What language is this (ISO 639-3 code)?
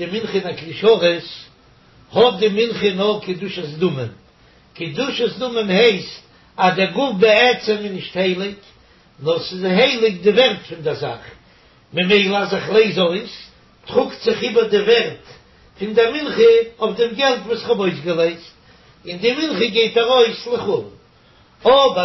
yid